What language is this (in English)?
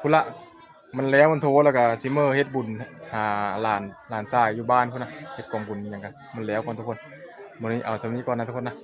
Northeastern Thai